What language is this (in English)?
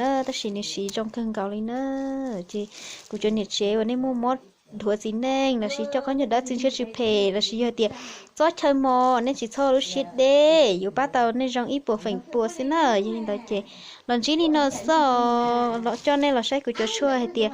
Hmong